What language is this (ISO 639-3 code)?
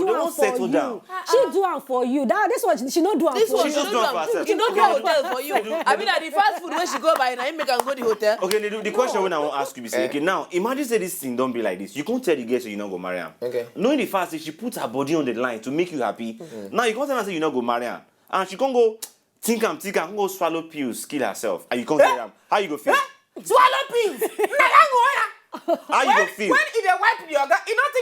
pcm